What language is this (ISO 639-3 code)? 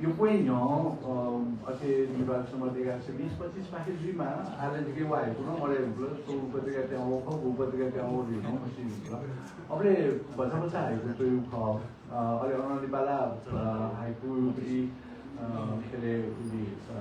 new